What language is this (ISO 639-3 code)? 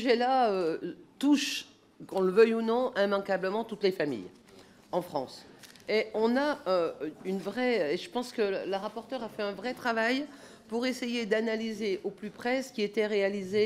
fra